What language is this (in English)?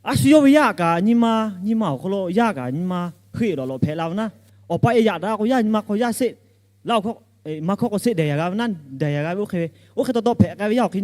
Lahu